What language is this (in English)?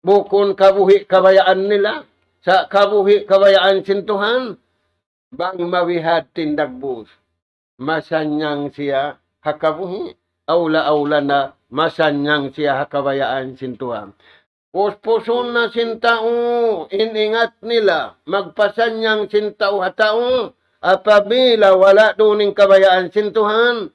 Tausug